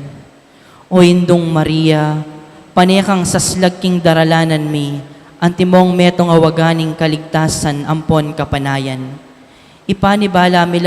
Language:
Pampanga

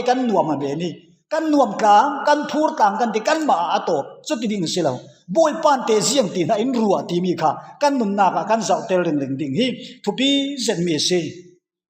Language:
Falam Chin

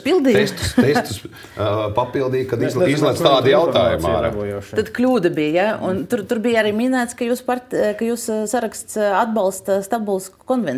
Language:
Latvian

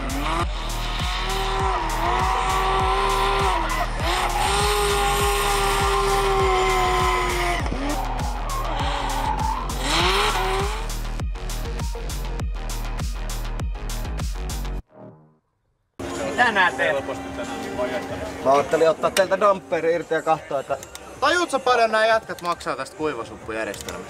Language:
Finnish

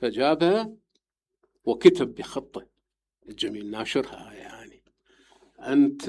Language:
Mesopotamian Arabic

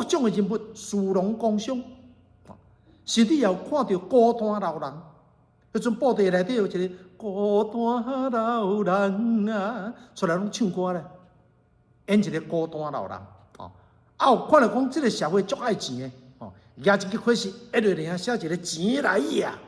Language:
Min Nan Chinese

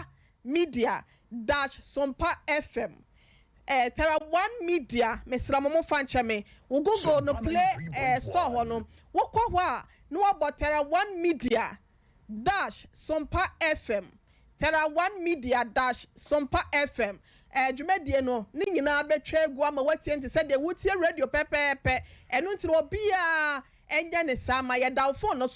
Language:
Akan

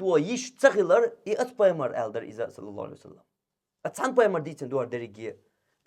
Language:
Chechen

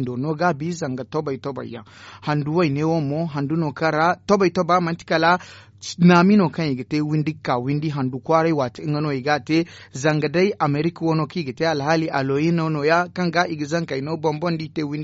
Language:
Zarma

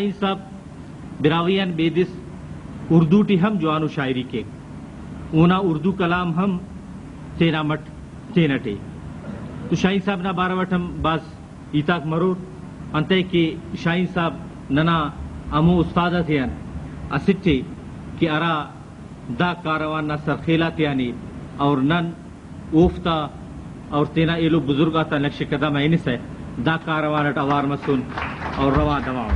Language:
Brahui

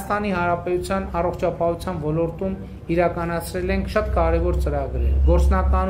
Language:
Armenian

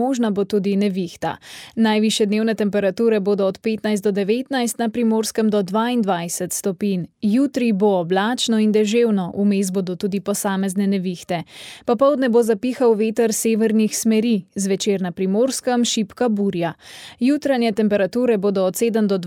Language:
Slovenian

